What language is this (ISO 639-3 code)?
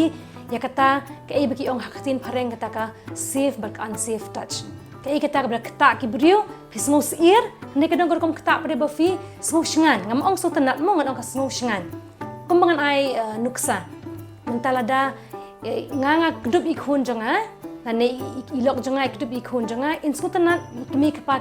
kha